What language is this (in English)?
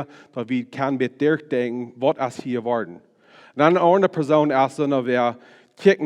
Plautdietsch